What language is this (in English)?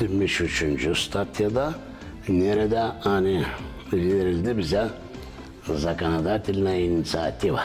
Gagauz